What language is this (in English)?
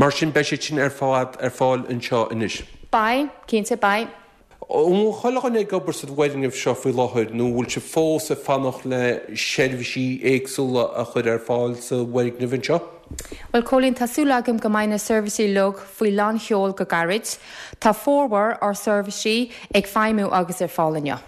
Irish